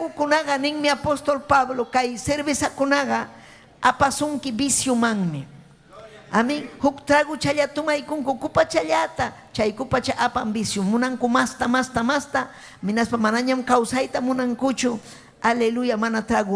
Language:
Ayacucho Quechua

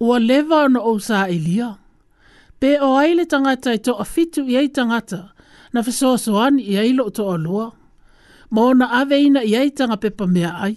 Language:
Samoan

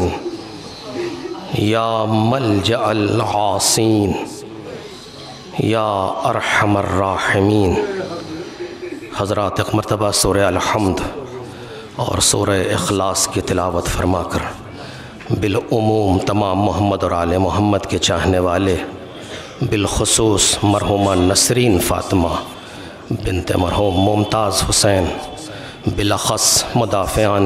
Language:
Urdu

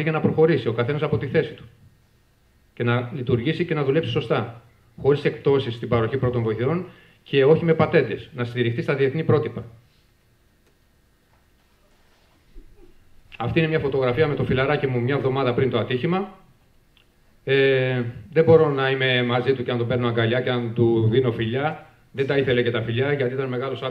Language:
Greek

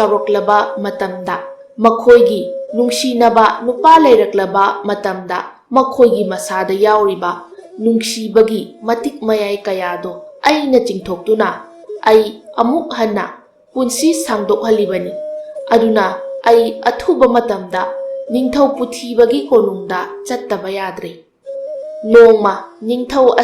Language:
Manipuri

